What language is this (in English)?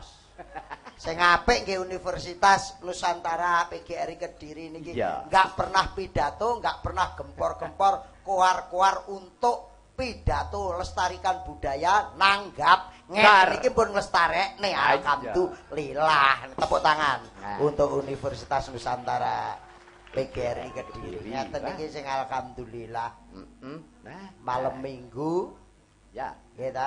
Javanese